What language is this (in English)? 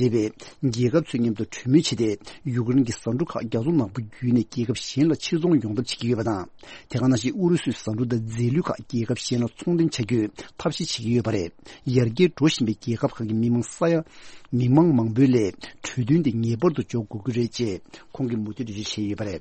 Tibetan